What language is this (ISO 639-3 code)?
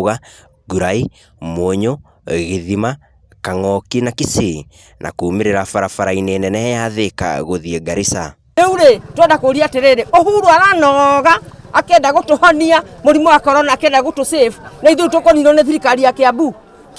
kik